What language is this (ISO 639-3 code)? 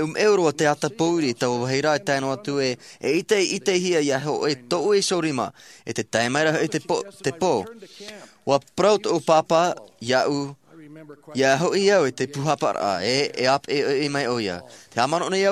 tah